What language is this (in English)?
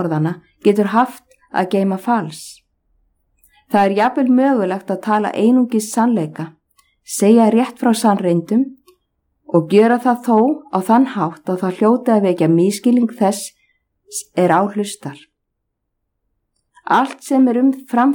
Icelandic